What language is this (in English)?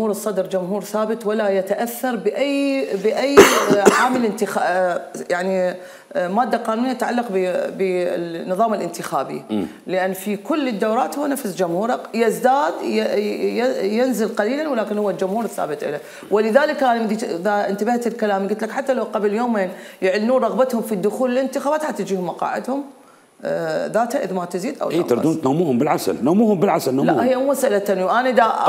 Mesopotamian Arabic